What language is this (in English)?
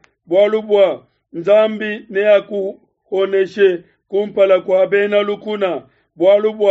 Luba-Lulua